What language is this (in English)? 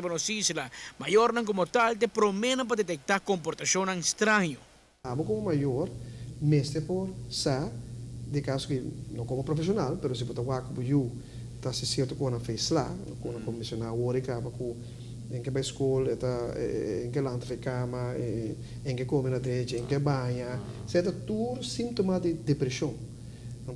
Papiamento